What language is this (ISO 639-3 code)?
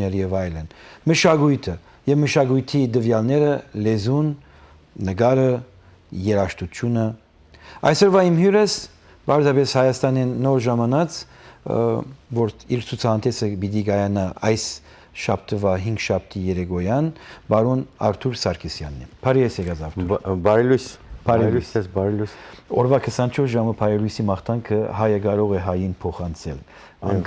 hyw